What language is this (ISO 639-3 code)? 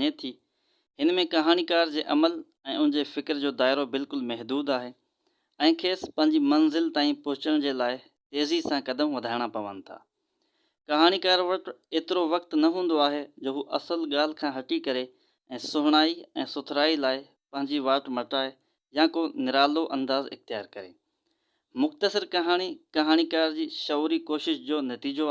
snd